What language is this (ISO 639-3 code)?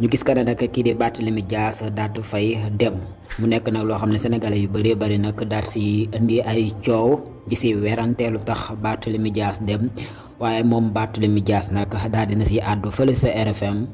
wol